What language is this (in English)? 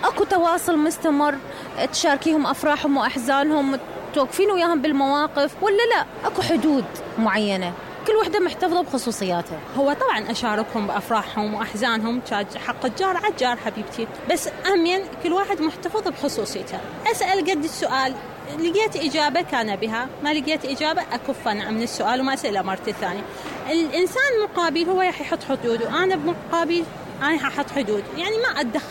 Mesopotamian Arabic